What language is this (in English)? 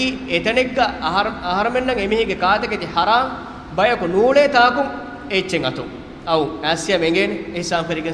Divehi